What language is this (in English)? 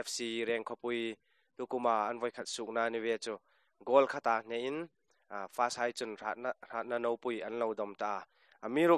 Hmar